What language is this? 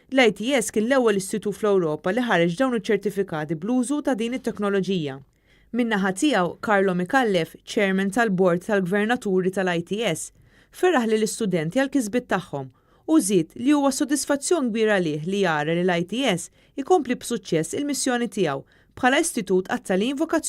Maltese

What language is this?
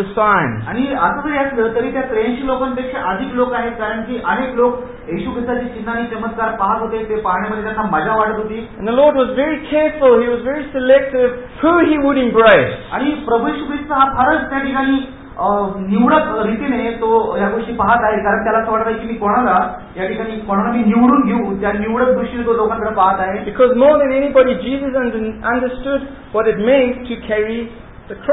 Marathi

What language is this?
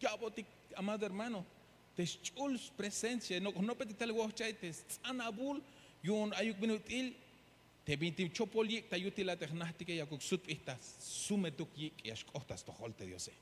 Tzeltal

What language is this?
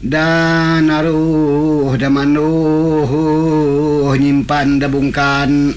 Iban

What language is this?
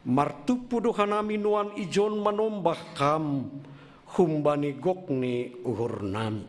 Batak Simalungun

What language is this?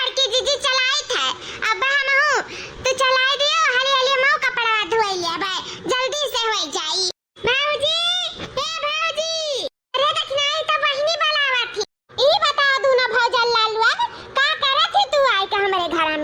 Awadhi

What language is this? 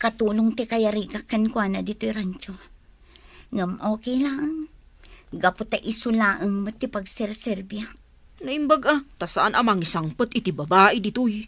Iloko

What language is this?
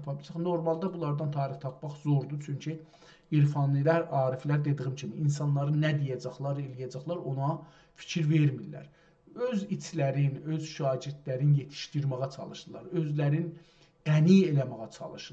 South Azerbaijani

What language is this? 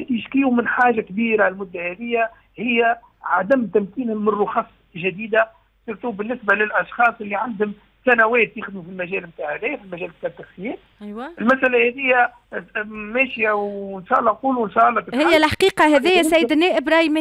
Tunisian Arabic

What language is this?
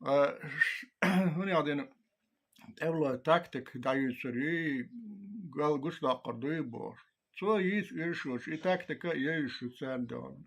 Chechen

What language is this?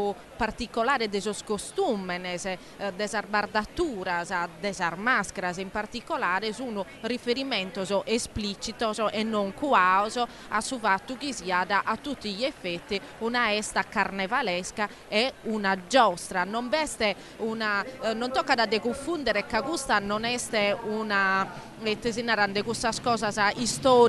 Sardinian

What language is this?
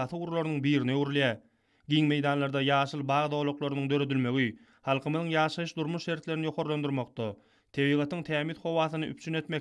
Turkmen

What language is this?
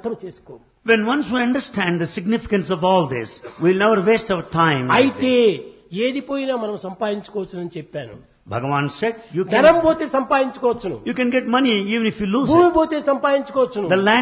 Telugu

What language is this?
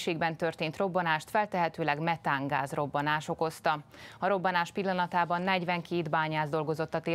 Hungarian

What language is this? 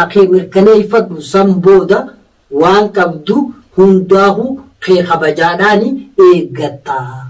Oromo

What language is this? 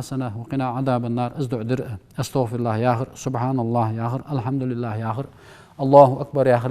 Ingush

